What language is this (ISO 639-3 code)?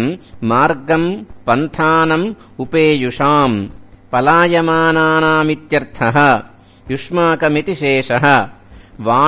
san